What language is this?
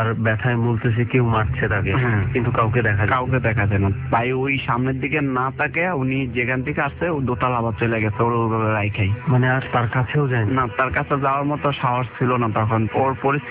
Bangla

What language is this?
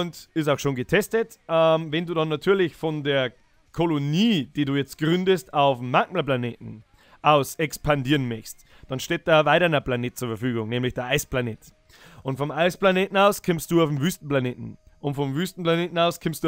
Bavarian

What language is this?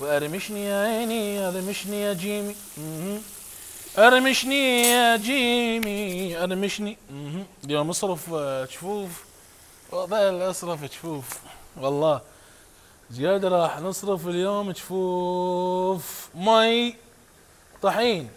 Mesopotamian Arabic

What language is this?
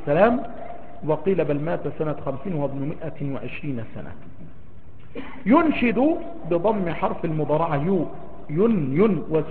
Arabic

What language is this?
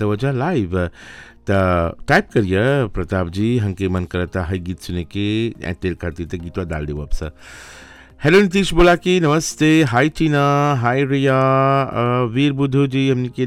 Bhojpuri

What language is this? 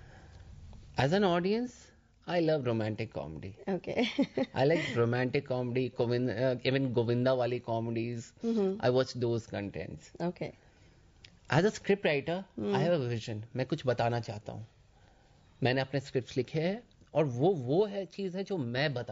Hindi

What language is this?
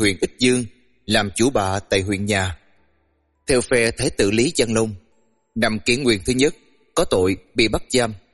Vietnamese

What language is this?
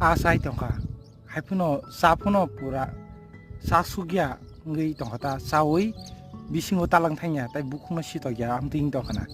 Kok Borok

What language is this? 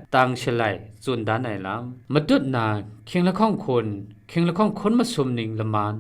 Kachin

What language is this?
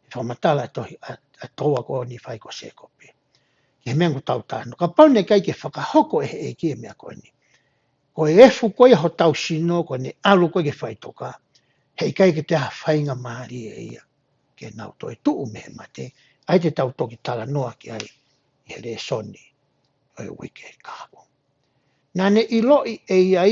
Tongan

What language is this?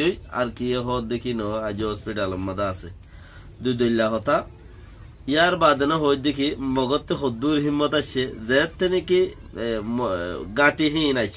Rohingya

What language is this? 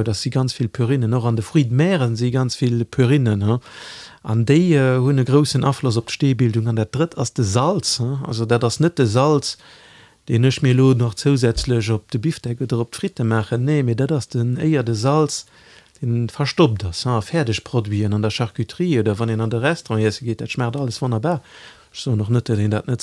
Luxembourgish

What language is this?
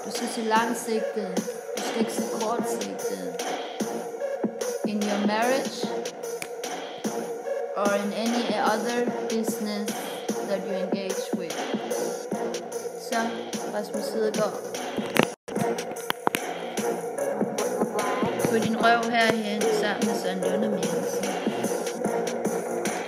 Danish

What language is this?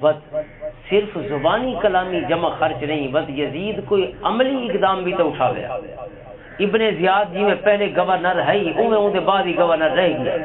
Western Panjabi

